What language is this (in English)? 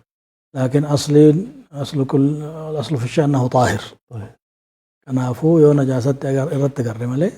Oromo